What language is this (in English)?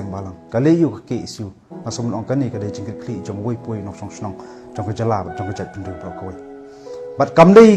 Khasi